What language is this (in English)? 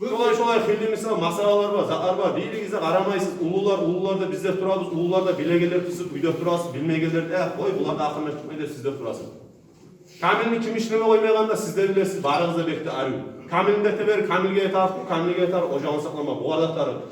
Kumyk